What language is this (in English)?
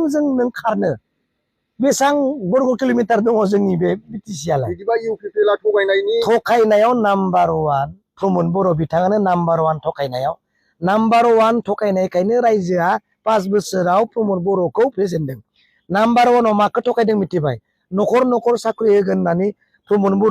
Bodo